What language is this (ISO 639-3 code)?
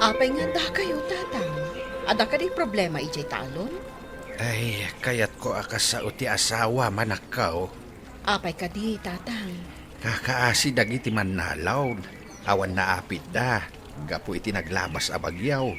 ilo